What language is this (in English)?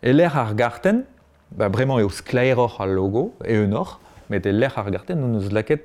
Breton